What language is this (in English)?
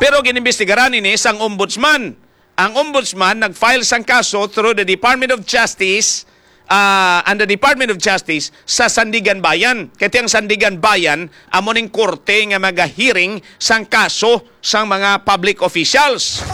Hiligaynon